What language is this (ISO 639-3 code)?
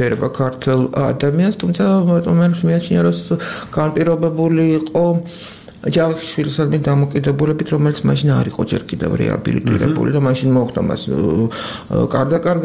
kat